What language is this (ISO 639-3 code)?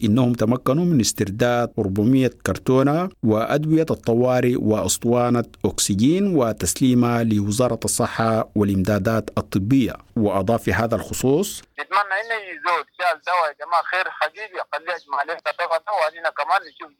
apd